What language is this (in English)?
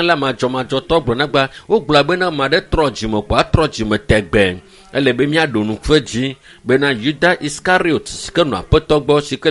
Ewe